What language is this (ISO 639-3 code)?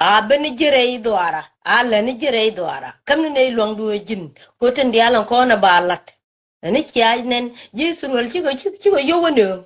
nus